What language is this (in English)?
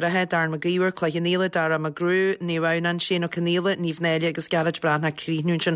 Irish